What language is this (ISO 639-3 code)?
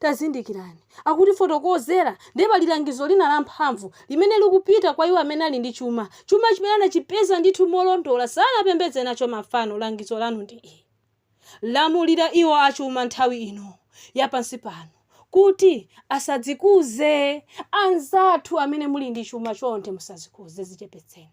nya